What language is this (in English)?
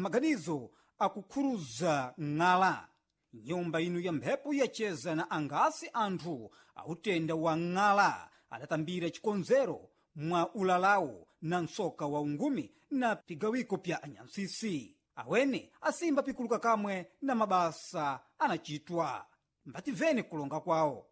Sena